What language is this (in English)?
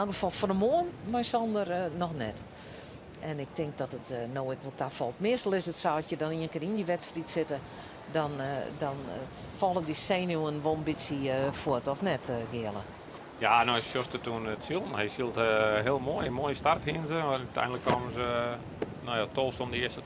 Western Frisian